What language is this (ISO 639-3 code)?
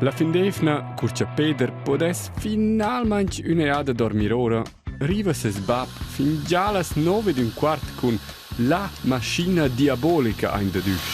roh